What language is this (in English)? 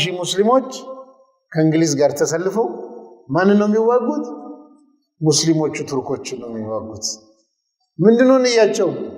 Amharic